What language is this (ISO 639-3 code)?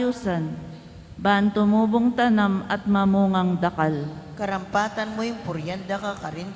pam